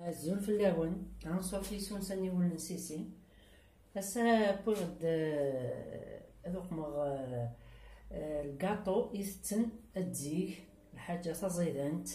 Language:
Kabyle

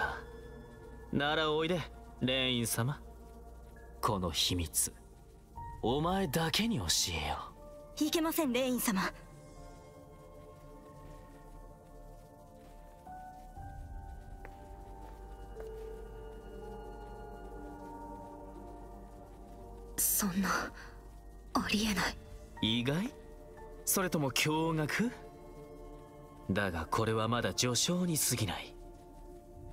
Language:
Japanese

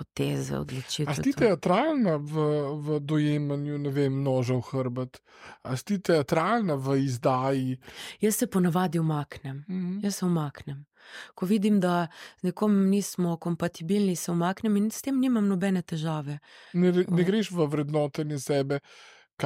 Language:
Slovenian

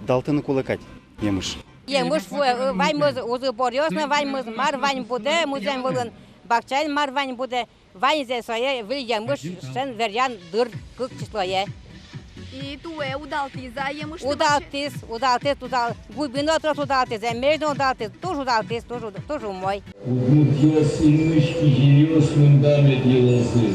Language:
Udmurt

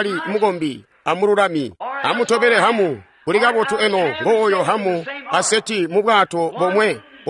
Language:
Tonga (Zambia)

